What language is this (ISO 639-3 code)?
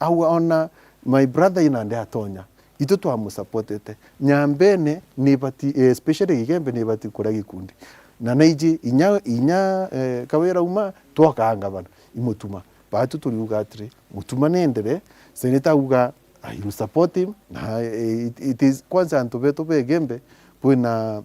mer